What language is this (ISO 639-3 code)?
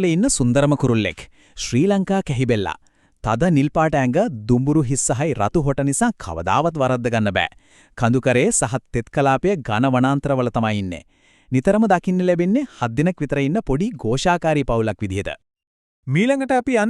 sin